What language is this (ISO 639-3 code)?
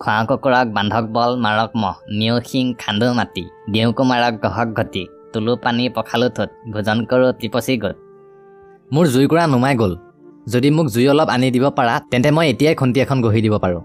asm